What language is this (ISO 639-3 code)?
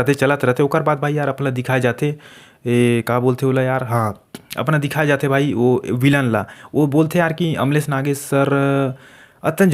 hne